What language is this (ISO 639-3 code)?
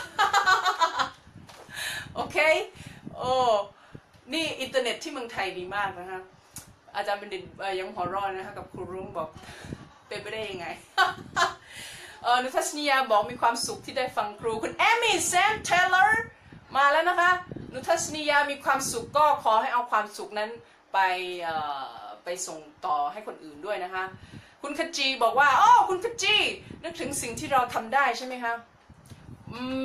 tha